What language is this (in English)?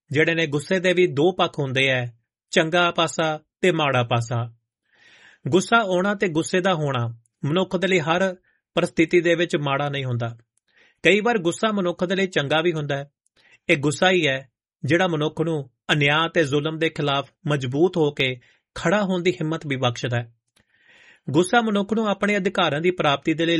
Punjabi